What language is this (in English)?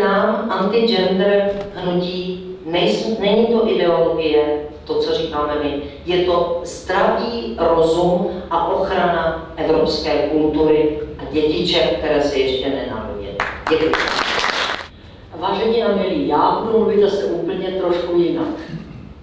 Czech